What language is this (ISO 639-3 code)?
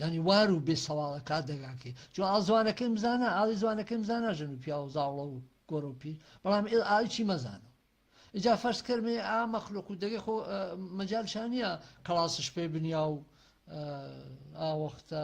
hac